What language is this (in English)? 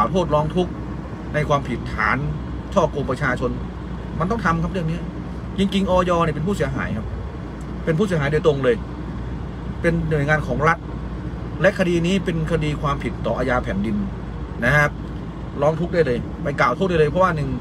Thai